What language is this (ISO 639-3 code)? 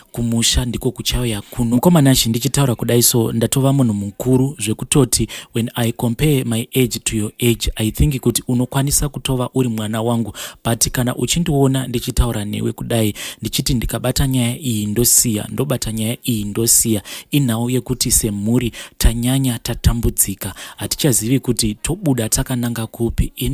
sna